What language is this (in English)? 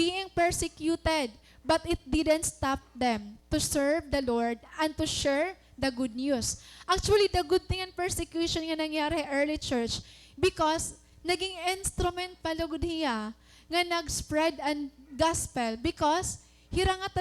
Waray